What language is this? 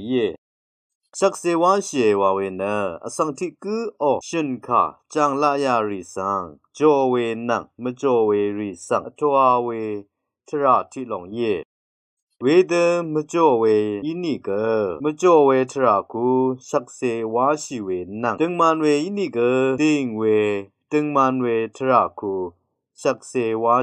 Rawang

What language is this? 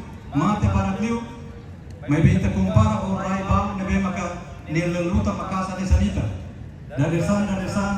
Tetum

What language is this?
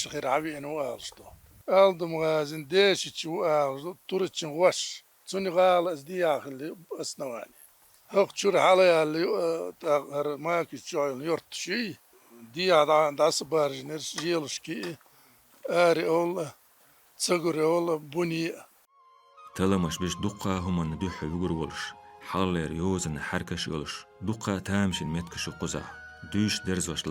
Chechen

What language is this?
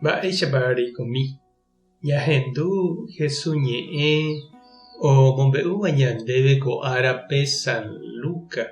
Guarani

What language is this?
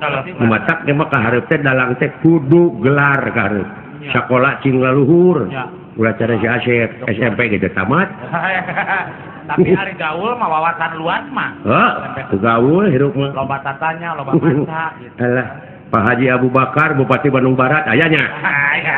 Sundanese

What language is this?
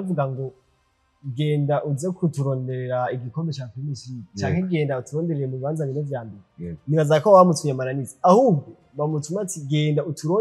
Rundi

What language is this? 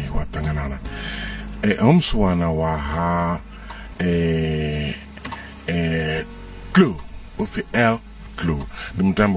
Venda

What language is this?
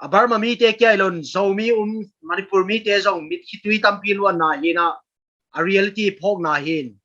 Paite Chin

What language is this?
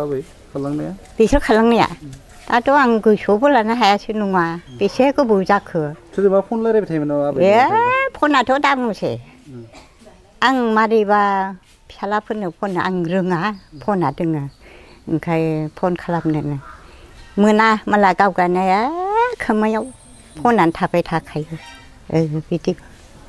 Bodo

